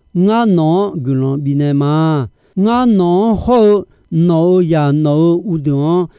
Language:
Akha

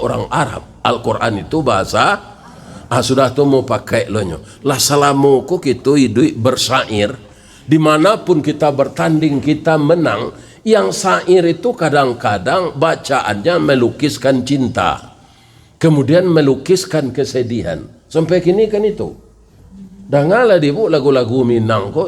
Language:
Minangkabau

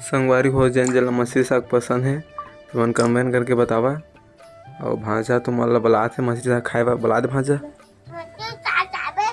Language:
Chhattisgarhi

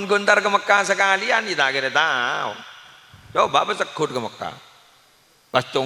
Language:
Madurese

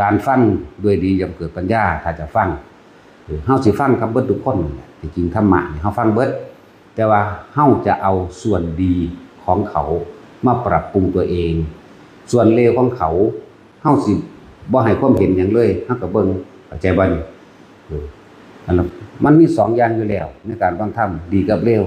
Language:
Northeastern Thai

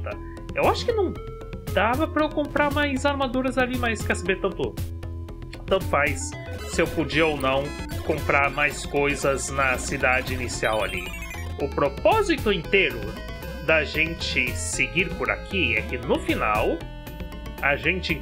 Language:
Portuguese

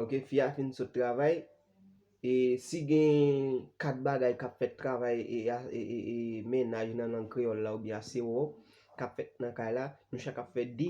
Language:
Haitian Creole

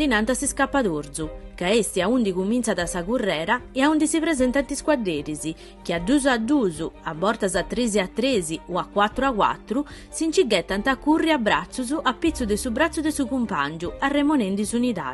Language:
Sardinian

